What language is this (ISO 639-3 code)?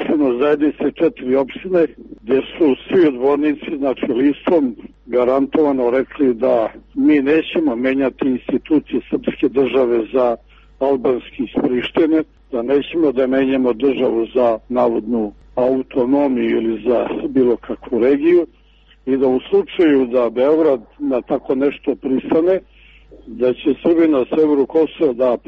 srp